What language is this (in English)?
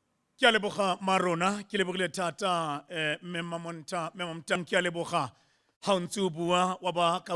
Tswana